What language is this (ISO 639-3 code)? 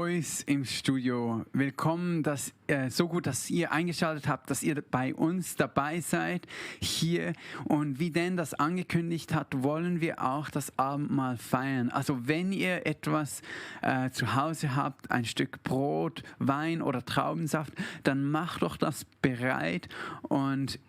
gsw